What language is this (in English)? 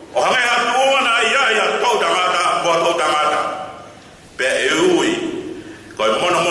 Tongan